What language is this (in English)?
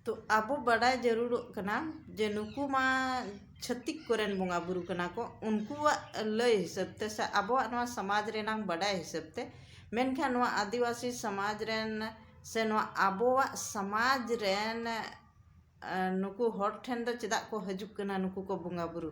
Santali